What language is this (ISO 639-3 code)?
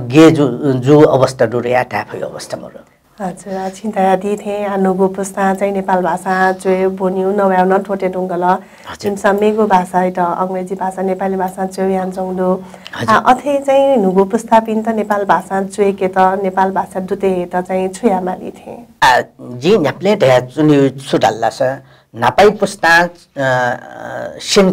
new